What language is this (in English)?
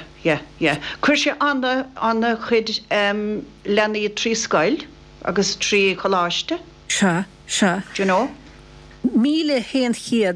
Irish